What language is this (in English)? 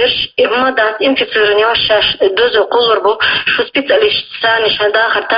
Chechen